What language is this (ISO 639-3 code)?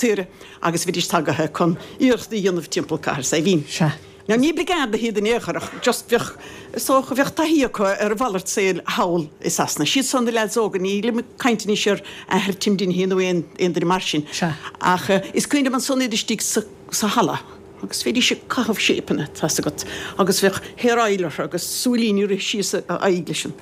gle